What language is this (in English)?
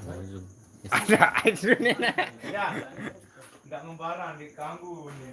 Sasak